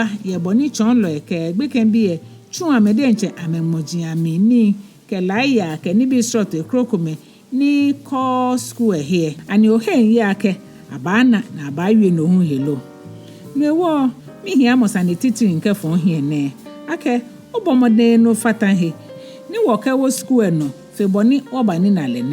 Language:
Ga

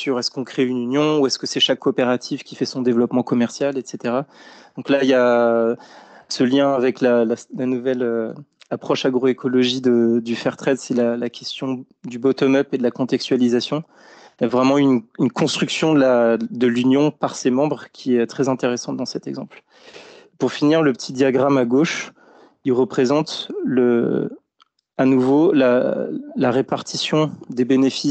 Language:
French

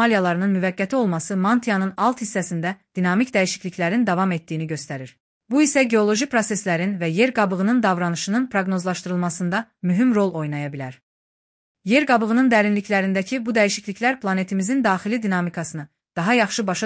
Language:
Azerbaijani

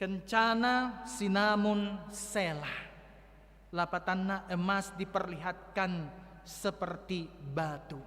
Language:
Batak Toba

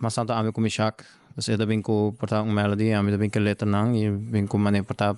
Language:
Papiamento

